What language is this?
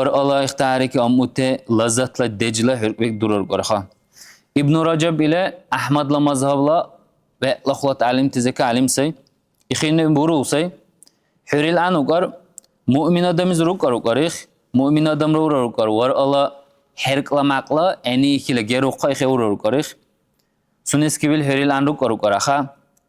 Dargwa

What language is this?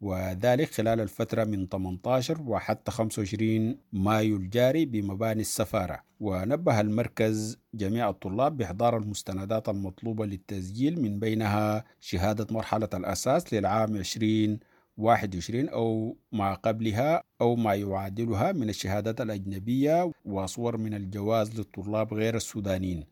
Sudanese Arabic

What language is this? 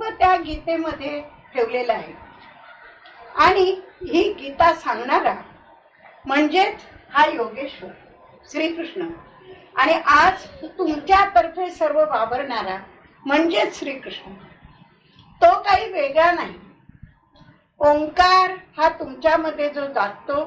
Marathi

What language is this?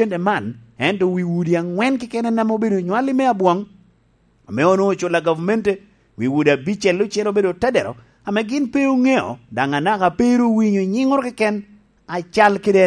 Lango (Uganda)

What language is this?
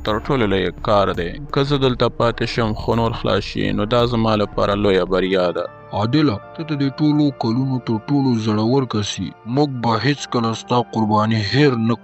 Pashto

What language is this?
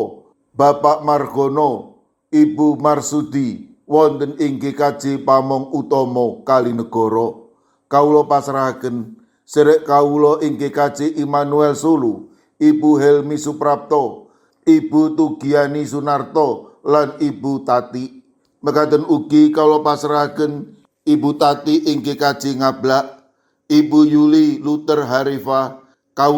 Javanese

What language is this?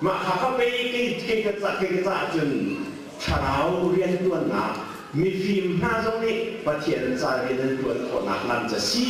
Hakha Chin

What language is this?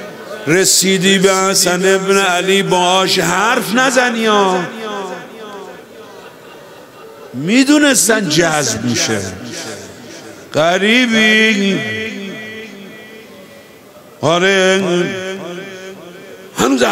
Persian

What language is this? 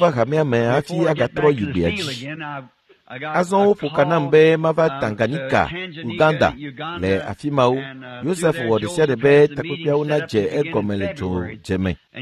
Ewe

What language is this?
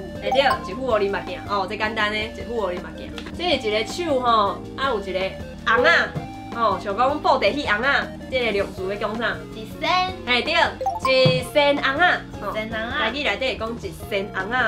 Min Nan Chinese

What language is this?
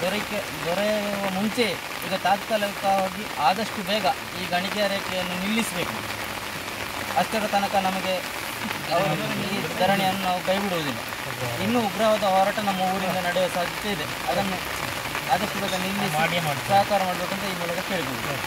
Kannada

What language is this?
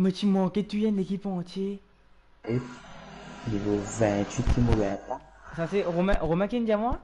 Morisyen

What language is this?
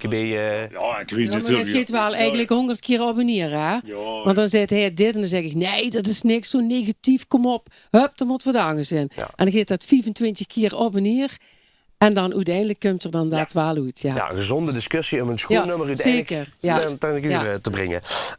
Limburgish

